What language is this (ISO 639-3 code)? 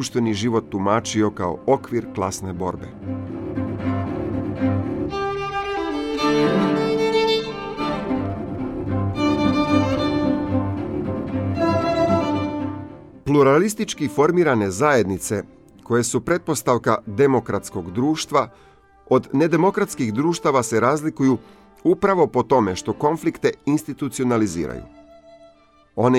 hrv